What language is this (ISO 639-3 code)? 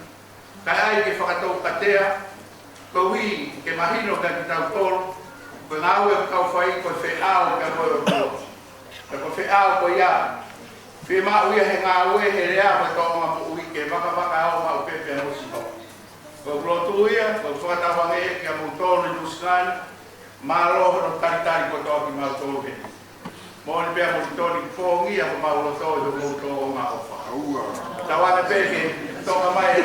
ton